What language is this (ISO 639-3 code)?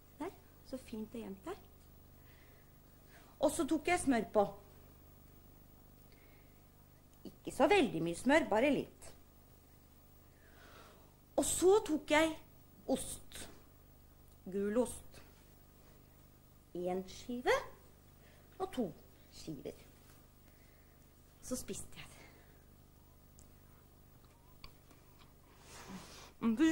nor